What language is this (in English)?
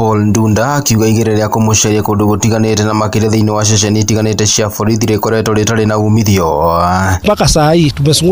Kikuyu